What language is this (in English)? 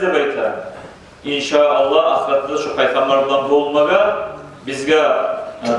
Kumyk